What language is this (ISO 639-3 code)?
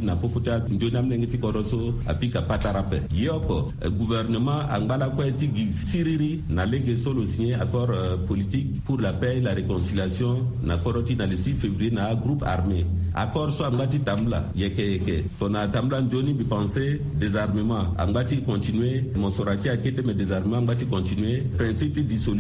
sag